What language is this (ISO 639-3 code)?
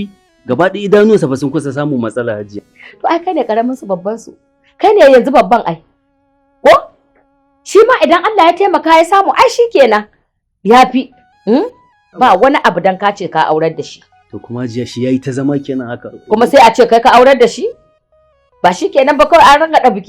hau